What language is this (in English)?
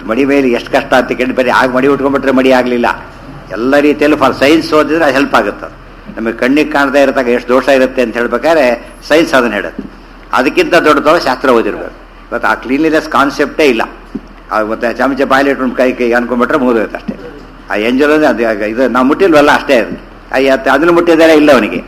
Kannada